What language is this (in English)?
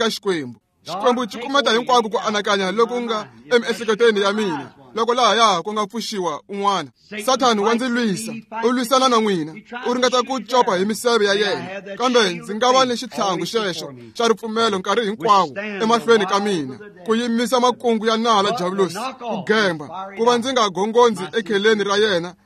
Tsonga